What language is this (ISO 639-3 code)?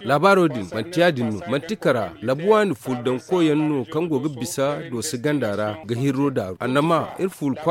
dje